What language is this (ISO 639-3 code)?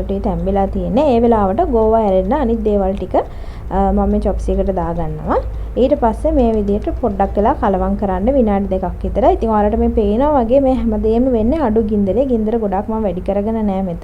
sin